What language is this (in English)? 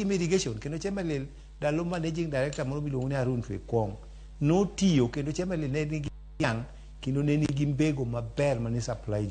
Luo (Kenya and Tanzania)